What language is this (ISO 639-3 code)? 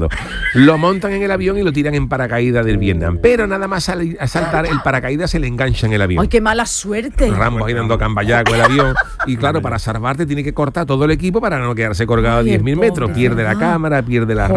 spa